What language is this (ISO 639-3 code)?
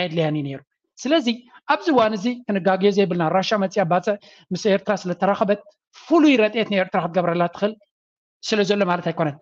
tir